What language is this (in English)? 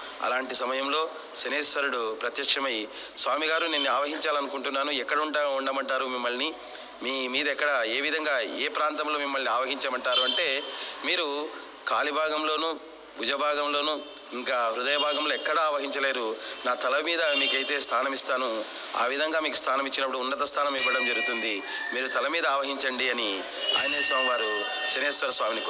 Telugu